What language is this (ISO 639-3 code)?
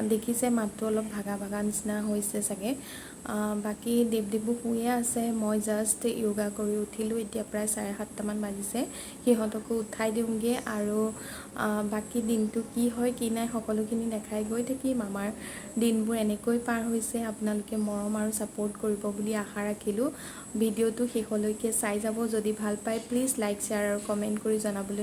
asm